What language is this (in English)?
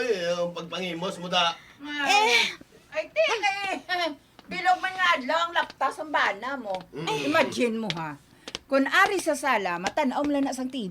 Hiligaynon